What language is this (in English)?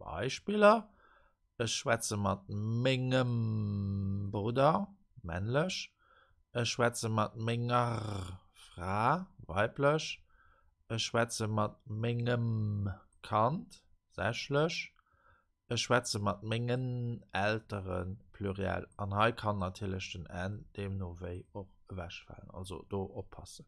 Luxembourgish